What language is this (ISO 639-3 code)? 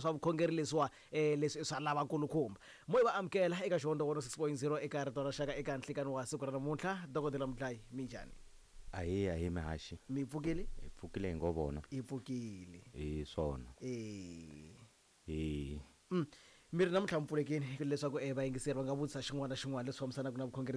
tso